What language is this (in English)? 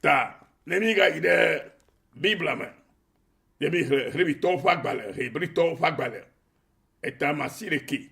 Ewe